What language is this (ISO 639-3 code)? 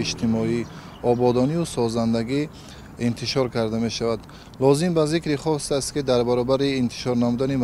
tgk